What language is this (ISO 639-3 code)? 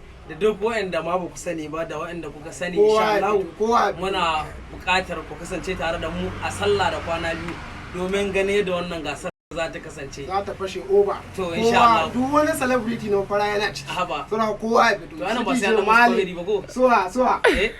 hau